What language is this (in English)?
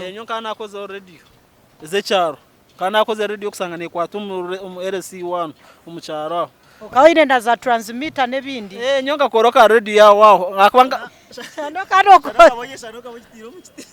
Nyankole